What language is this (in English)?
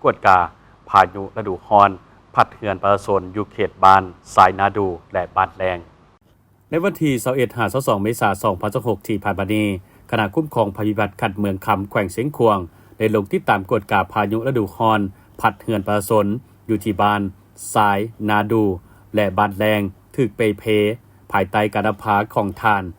Lao